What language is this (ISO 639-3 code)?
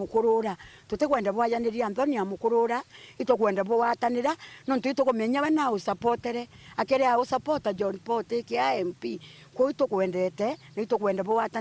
mer